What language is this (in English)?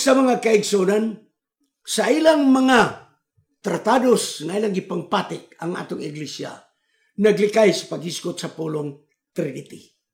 Cebuano